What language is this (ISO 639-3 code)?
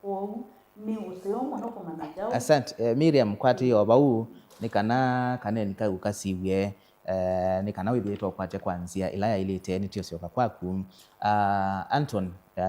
kam